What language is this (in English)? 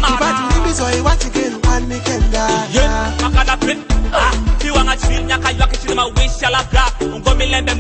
Nyoro